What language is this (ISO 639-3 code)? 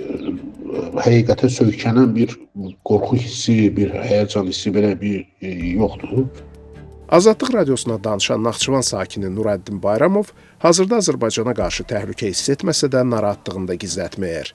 aze